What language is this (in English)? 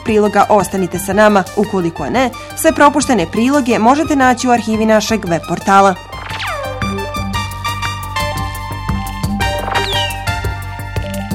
Bosnian